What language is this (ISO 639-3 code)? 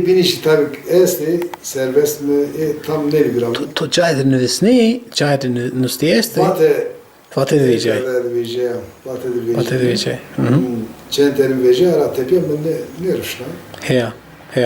zza